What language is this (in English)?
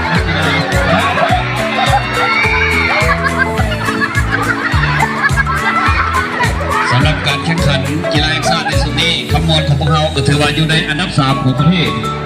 Lao